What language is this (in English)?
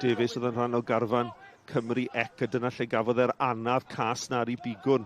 Welsh